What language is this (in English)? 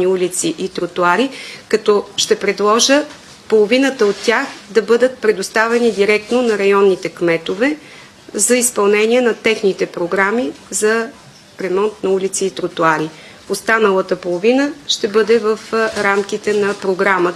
Bulgarian